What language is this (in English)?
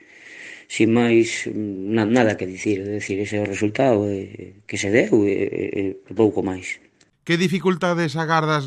Galician